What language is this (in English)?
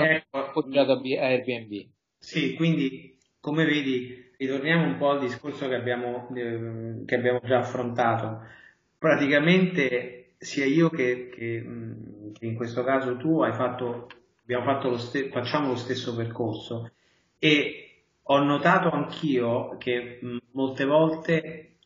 Italian